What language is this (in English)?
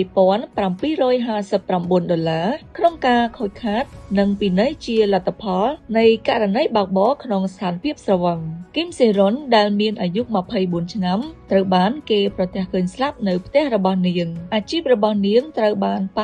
Khmer